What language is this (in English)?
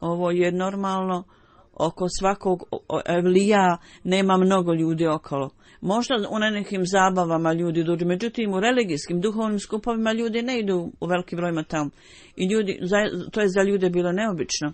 Bosnian